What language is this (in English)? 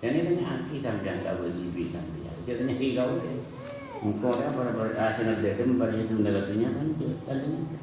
Madurese